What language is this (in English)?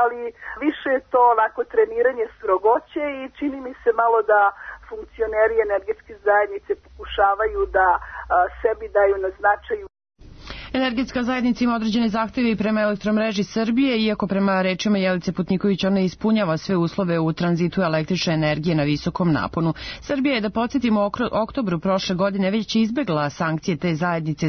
Serbian